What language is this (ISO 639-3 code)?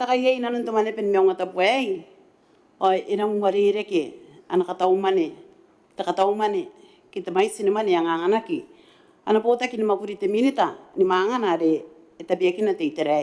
gil